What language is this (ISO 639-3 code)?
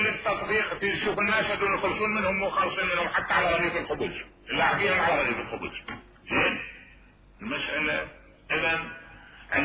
acm